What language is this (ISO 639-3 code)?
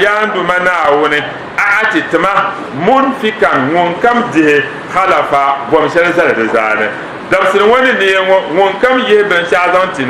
dag